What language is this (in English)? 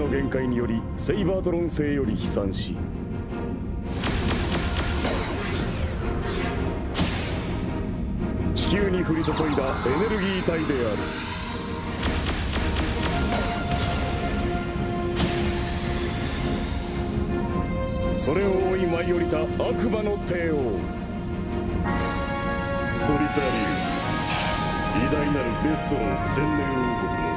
Japanese